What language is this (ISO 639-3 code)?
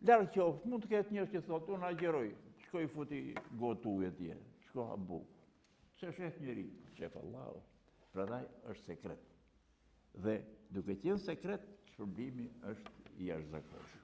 sqi